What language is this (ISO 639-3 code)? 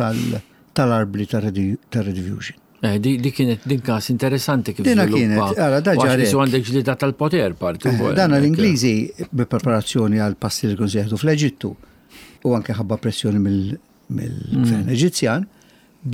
mlt